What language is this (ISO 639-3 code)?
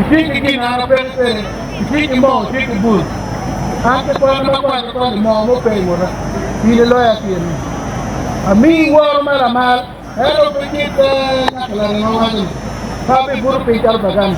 ach